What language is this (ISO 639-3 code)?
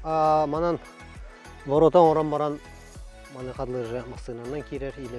sah